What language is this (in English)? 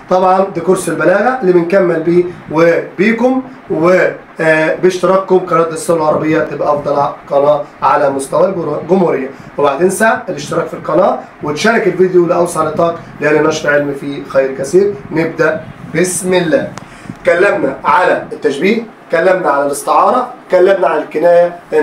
Egyptian Arabic